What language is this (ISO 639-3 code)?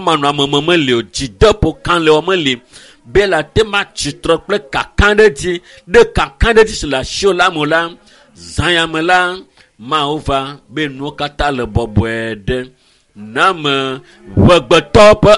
ewe